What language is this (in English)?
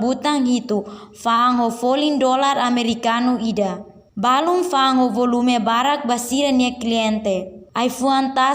Tetum